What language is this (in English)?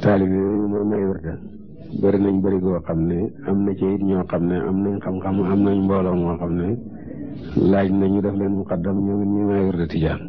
Wolof